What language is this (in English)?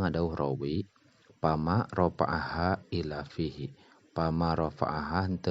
Sundanese